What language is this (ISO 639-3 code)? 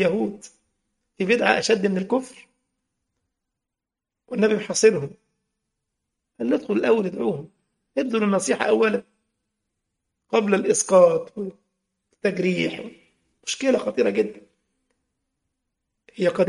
ara